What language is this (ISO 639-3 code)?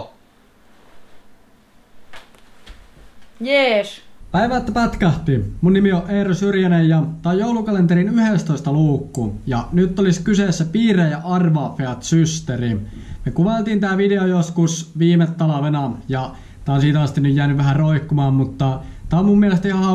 fin